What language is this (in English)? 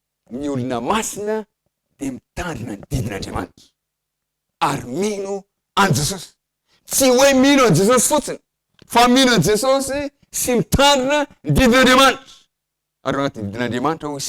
Malagasy